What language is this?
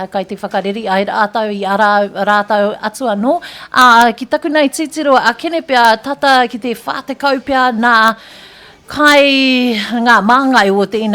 Māori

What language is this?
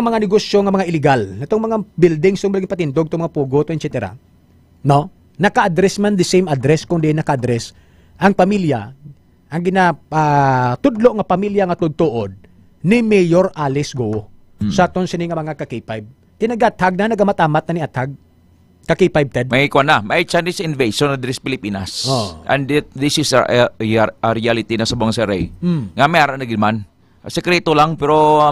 Hiligaynon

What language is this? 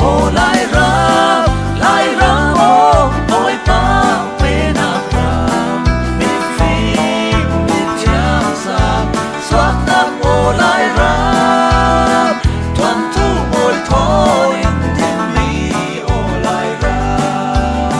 Falam Chin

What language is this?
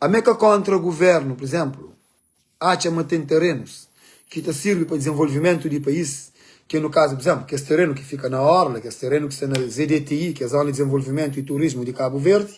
Kabuverdianu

